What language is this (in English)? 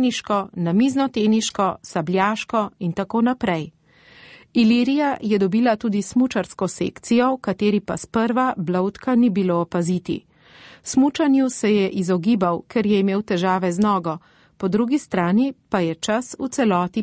Slovenian